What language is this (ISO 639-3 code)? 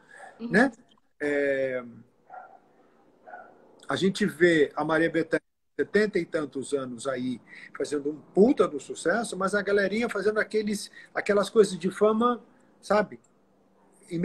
por